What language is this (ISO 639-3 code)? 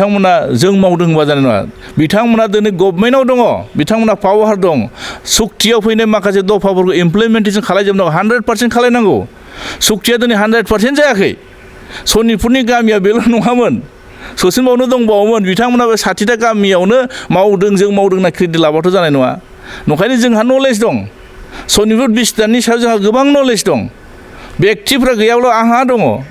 brx